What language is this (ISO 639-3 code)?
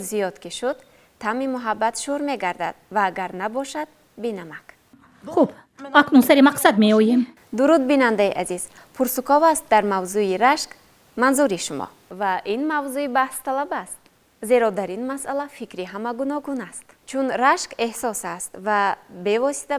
tgk